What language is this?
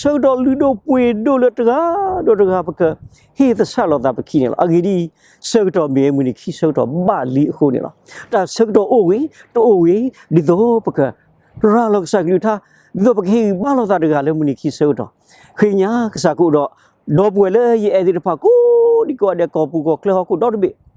S'gaw Karen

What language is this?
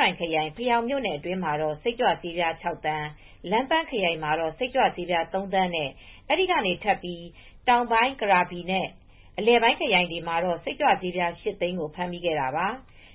Burmese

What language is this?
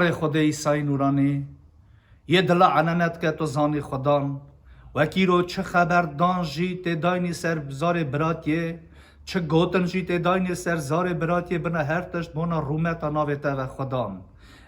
Kurdish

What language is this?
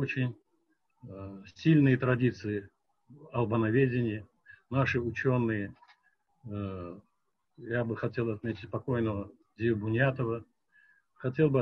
Russian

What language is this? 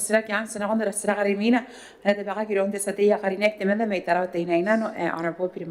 Gilbertese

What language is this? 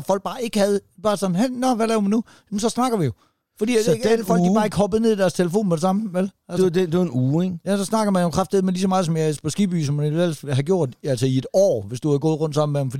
Danish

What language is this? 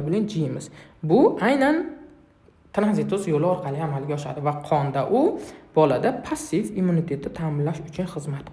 Uzbek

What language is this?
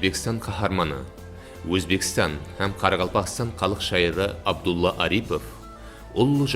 Kara-Kalpak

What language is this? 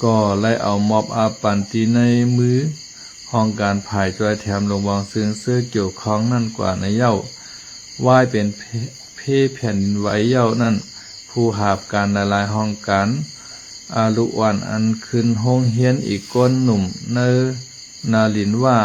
Shan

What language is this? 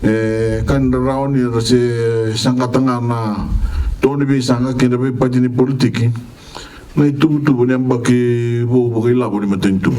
Fijian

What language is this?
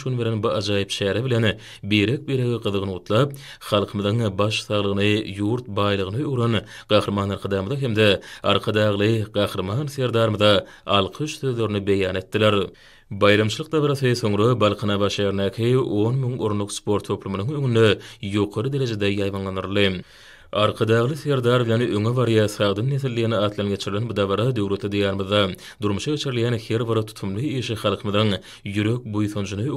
Turkmen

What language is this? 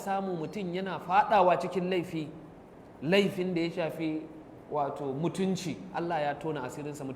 Hausa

